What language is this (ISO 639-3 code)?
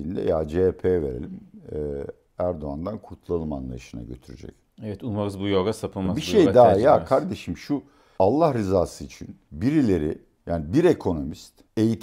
tur